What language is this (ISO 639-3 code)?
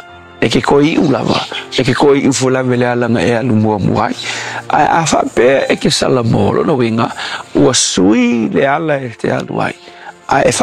smo